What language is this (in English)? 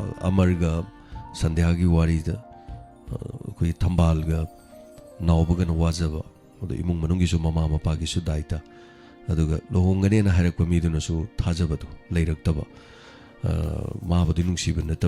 Manipuri